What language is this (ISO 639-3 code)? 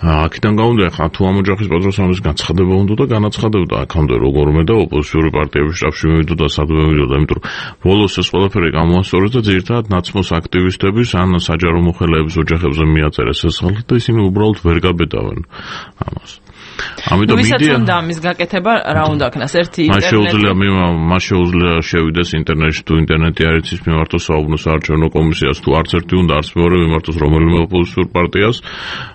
kat